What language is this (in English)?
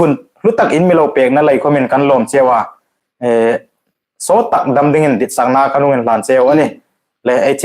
Hmar